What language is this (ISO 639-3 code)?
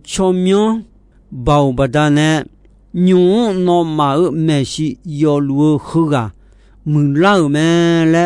ahk